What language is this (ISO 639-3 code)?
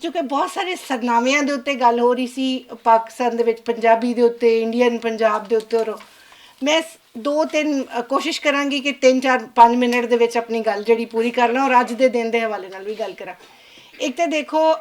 lah